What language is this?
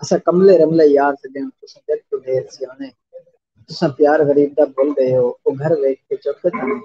Saraiki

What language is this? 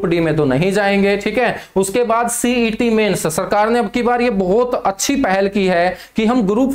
Hindi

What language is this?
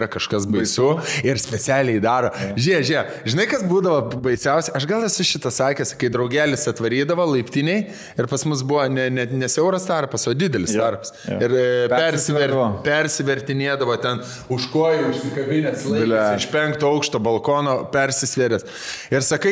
Lithuanian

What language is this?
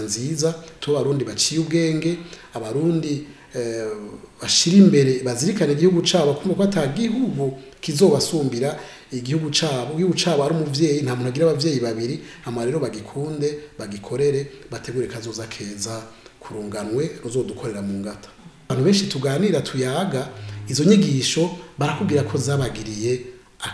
Rundi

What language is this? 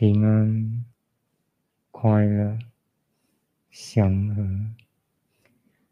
Chinese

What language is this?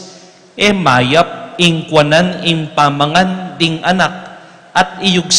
Pampanga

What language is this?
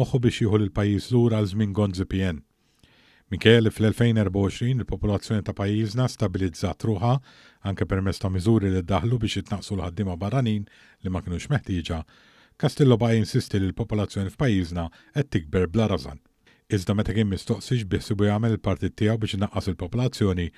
Maltese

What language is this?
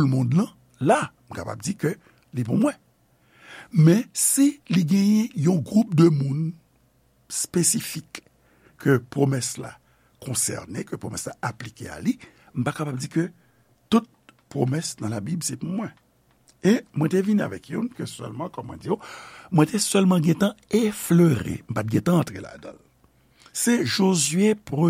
Haitian Creole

